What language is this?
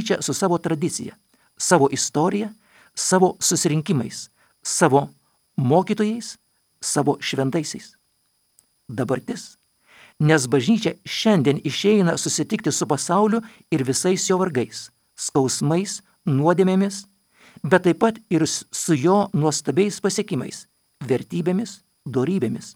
Lithuanian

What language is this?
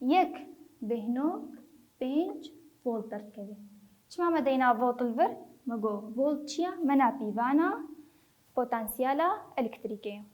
Kurdish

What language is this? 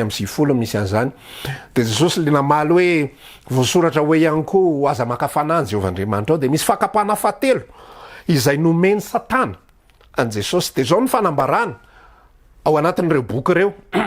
Malagasy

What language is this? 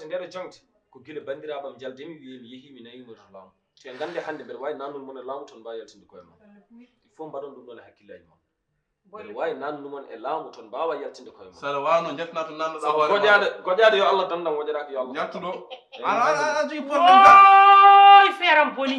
Fula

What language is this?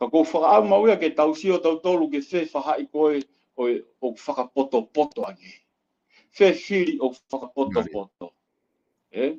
Tongan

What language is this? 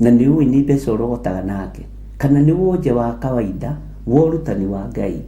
Kikuyu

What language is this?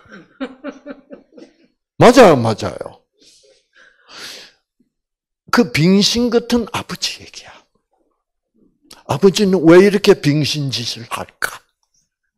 Korean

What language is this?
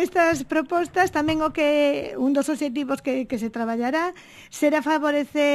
Galician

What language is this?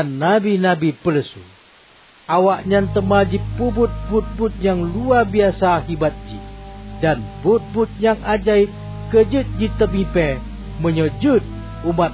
Achinese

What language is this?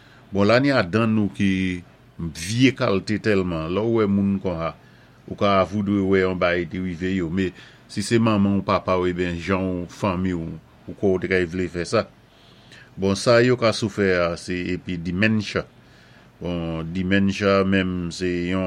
Saint Lucian Creole French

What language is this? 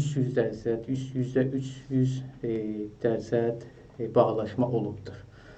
South Azerbaijani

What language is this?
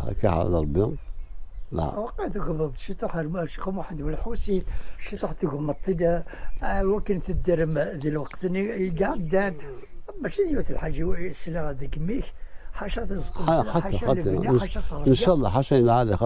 Kabyle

